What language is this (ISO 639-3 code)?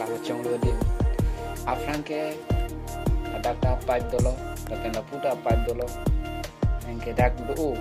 mjw